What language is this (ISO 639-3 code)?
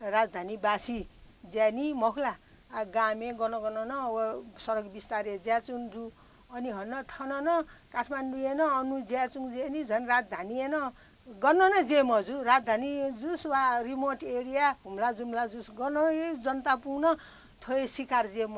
new